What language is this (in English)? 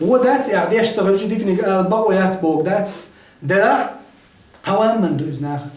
Chechen